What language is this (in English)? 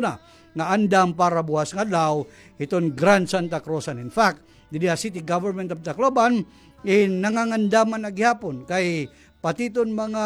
Waray